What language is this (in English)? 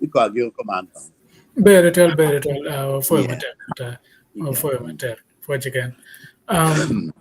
Acoli